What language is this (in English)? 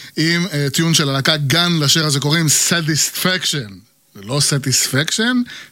Hebrew